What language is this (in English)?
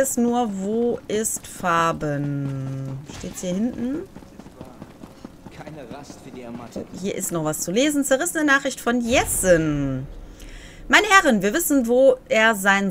German